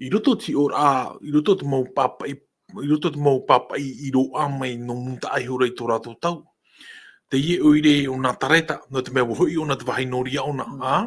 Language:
Tahitian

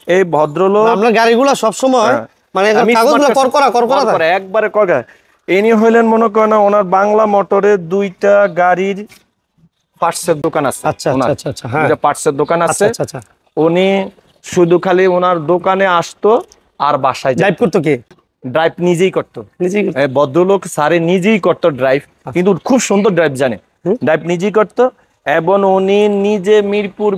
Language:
Bangla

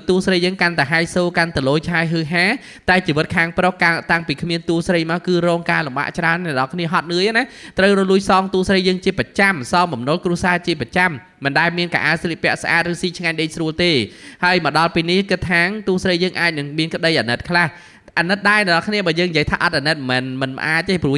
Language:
Khmer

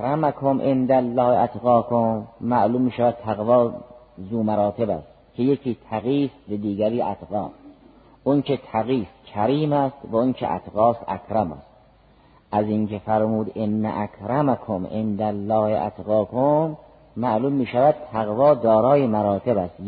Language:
Persian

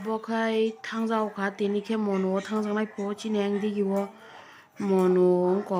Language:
Kok Borok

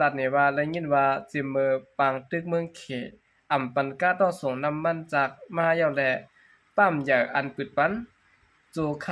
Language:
Shan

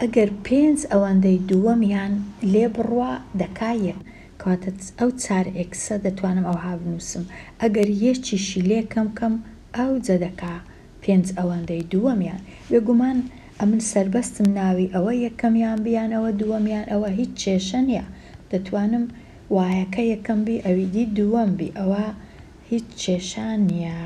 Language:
Central Kurdish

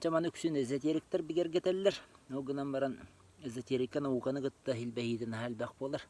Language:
Yakut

